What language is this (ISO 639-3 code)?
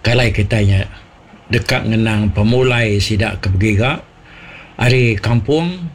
iba